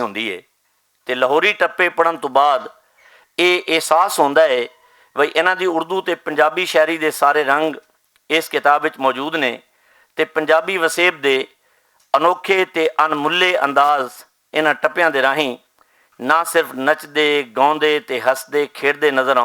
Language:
Western Panjabi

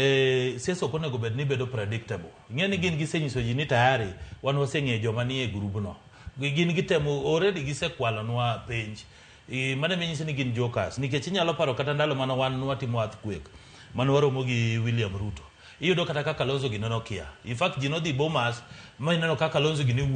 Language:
Luo (Kenya and Tanzania)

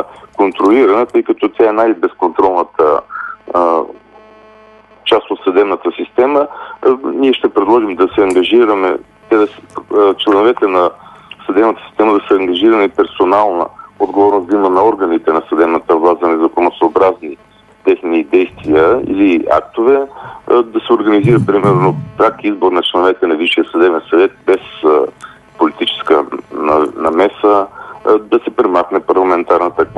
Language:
Bulgarian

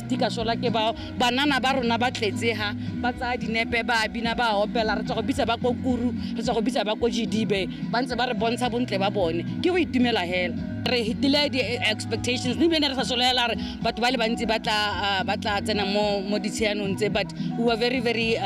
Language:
Tswana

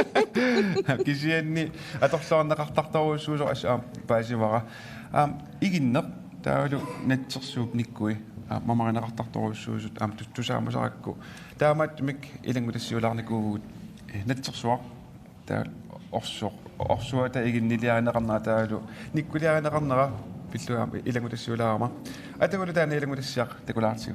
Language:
Kalaallisut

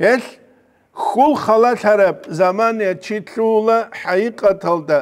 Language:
Avaric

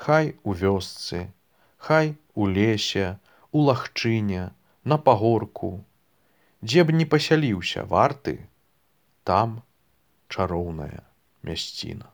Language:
Belarusian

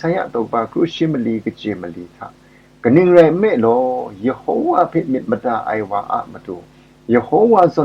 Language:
Kachin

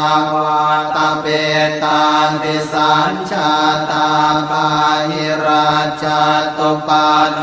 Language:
Pali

